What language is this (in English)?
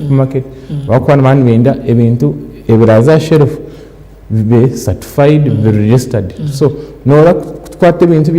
Nyankole